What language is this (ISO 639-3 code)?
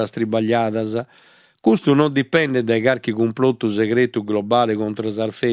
srd